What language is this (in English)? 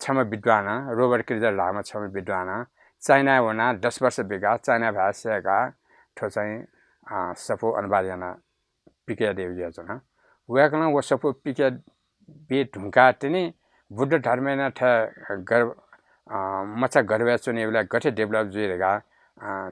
Newari